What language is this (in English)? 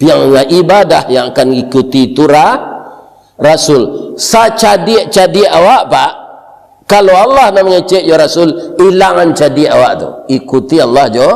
Minangkabau